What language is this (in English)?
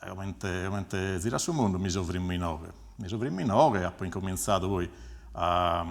Sardinian